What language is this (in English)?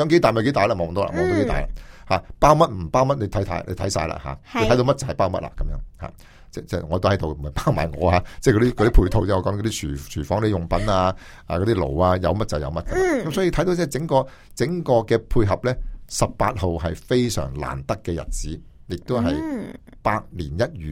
Cantonese